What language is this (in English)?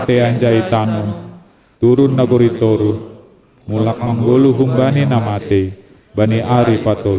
Batak Simalungun